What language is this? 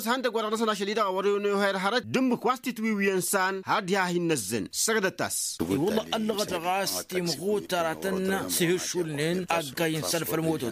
Tamasheq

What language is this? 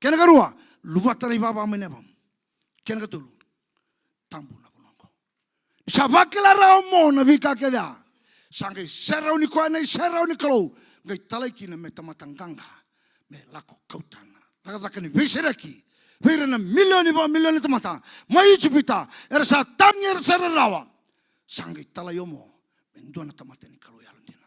Fijian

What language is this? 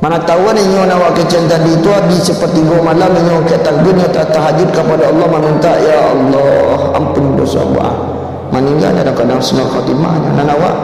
Minangkabau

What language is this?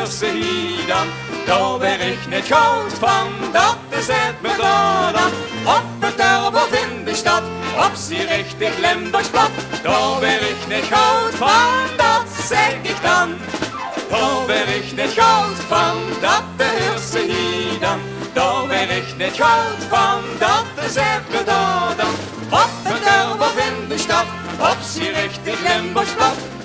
Limburgish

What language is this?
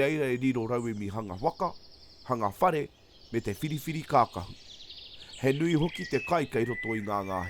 Māori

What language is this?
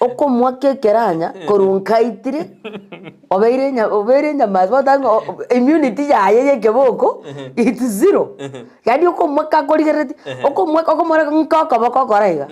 Gusii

